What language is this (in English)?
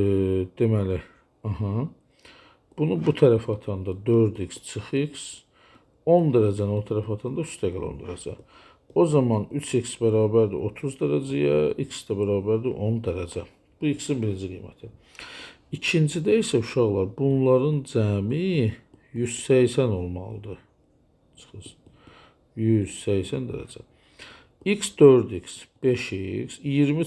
Azerbaijani